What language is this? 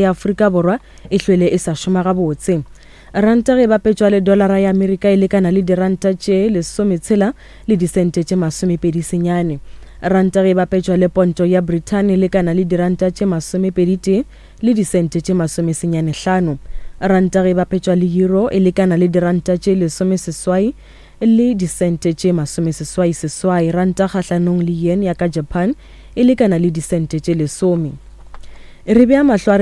Northern Sotho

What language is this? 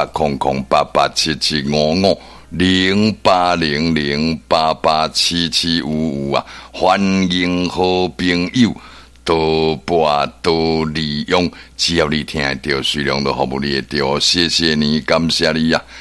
Min Nan Chinese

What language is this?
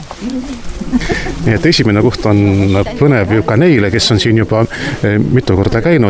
Estonian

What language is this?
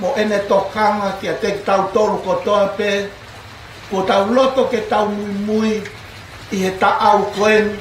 Tongan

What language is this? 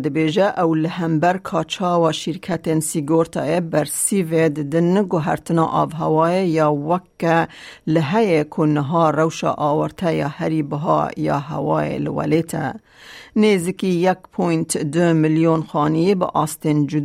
Kurdish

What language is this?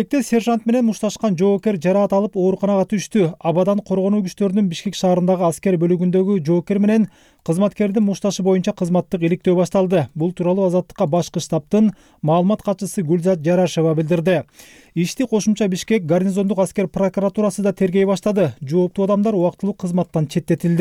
Kyrgyz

